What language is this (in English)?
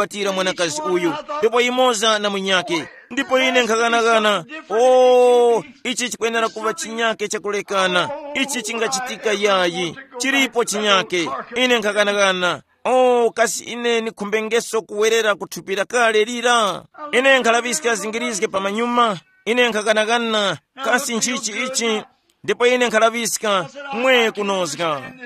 Tumbuka